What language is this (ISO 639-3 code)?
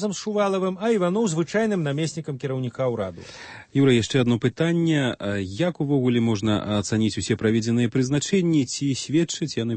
bel